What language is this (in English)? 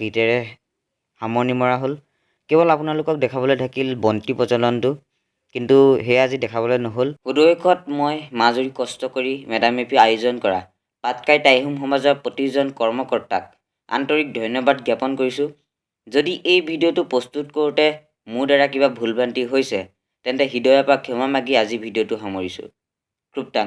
Assamese